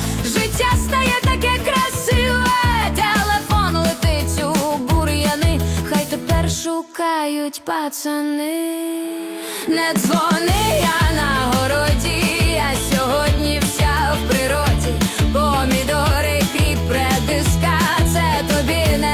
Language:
Ukrainian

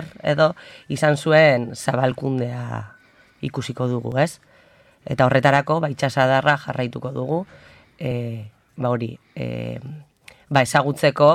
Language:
Basque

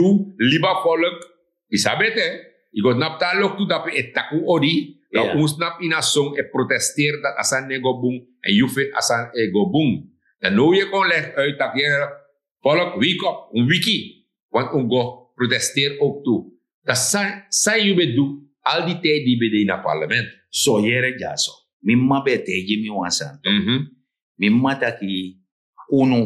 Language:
Sranan Tongo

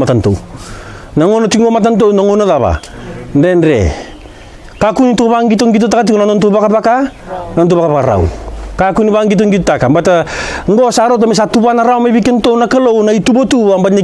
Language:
Fijian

